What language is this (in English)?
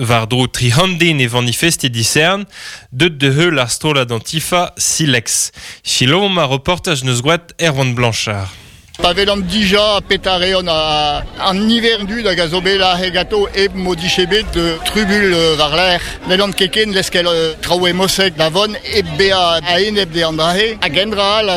Breton